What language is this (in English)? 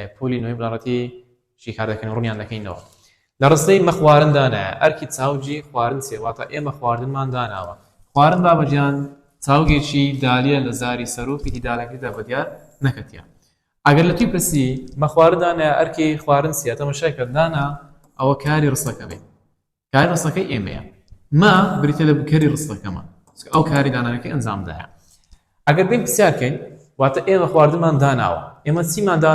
Central Kurdish